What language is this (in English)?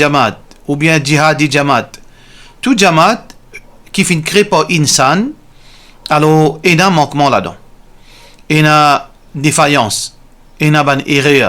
Morisyen